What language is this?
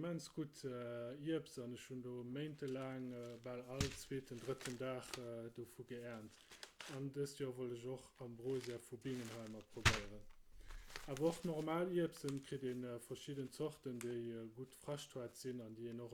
Luxembourgish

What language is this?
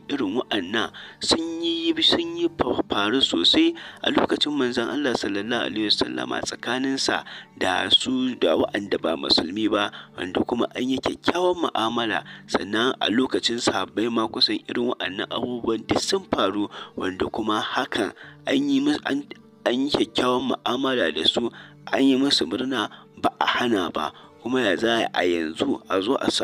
Hausa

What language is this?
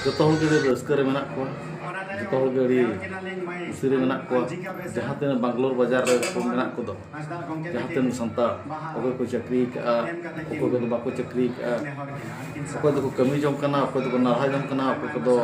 Santali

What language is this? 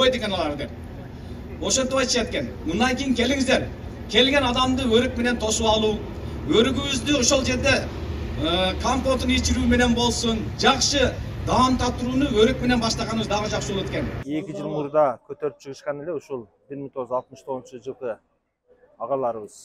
Kyrgyz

